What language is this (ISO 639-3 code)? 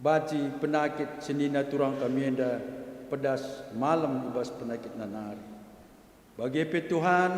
btx